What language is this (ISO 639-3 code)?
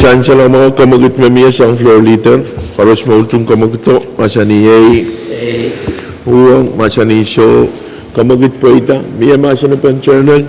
pon